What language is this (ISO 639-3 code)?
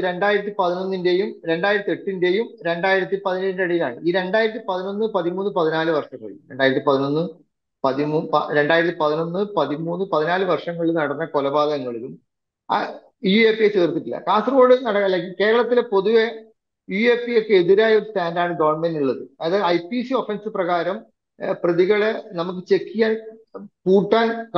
mal